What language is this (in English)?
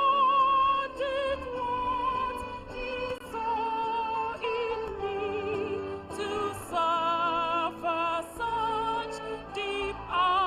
Ewe